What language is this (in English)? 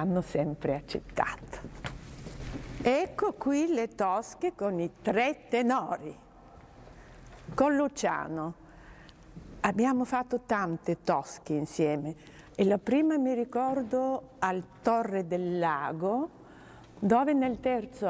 Italian